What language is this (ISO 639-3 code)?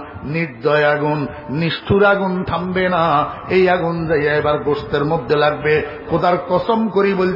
ben